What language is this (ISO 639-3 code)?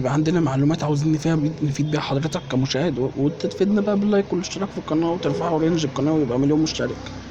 arz